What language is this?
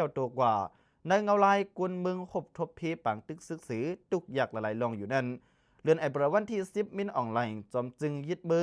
Lao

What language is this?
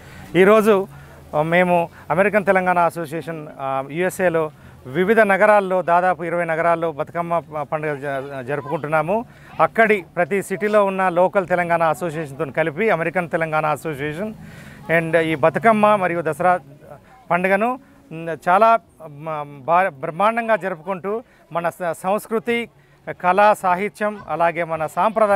Telugu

